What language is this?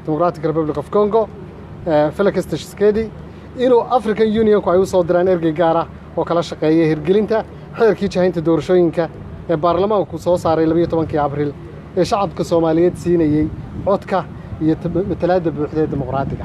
Somali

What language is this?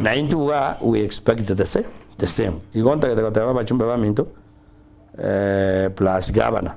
Gusii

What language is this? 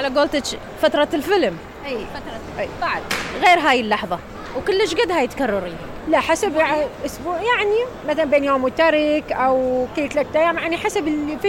Mesopotamian Arabic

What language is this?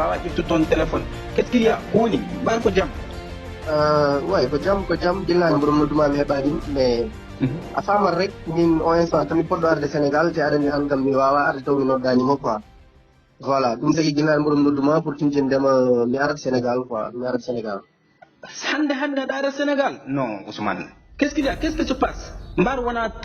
Fula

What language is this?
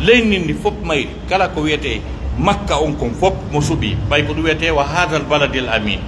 Pular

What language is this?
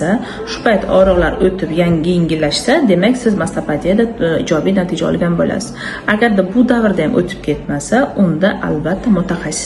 Uzbek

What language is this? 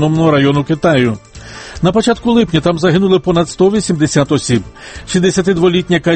Ukrainian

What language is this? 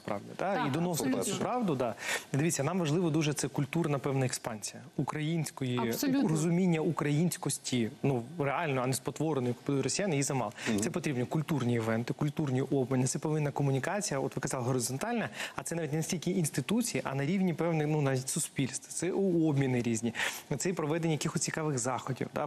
Ukrainian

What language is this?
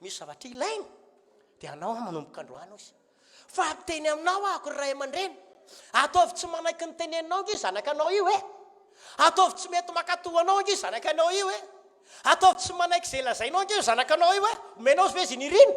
Malagasy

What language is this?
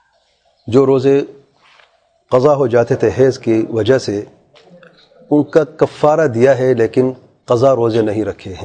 Urdu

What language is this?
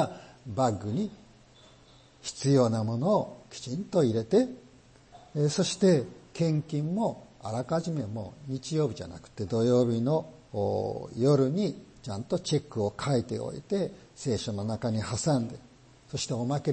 Japanese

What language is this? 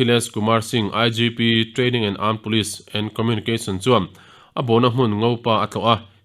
Mizo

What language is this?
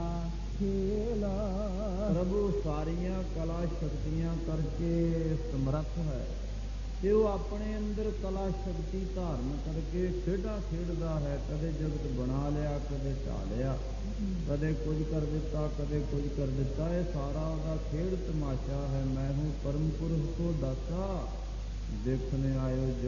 Punjabi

